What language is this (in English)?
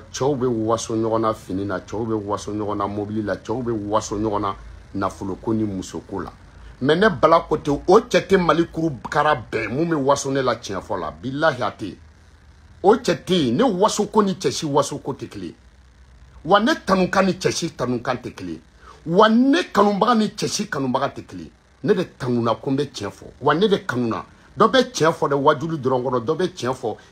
Bambara